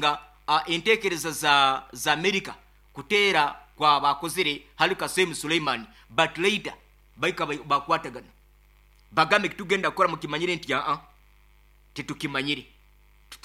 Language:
Nyoro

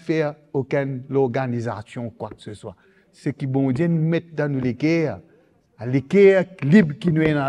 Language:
Morisyen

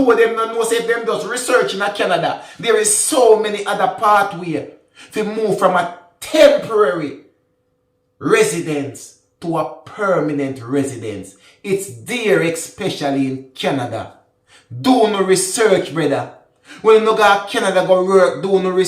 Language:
Jamaican Creole English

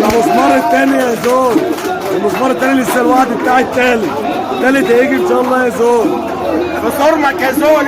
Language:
Egyptian Arabic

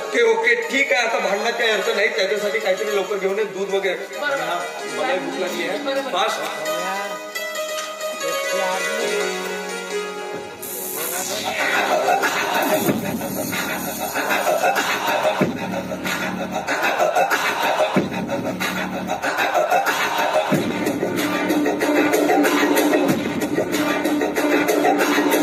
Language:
Marathi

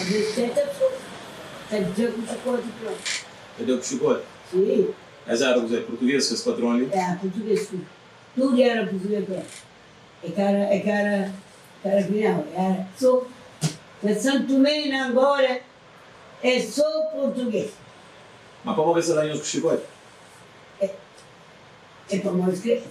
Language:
Kabuverdianu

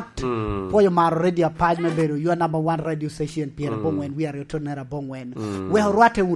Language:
Lango (Uganda)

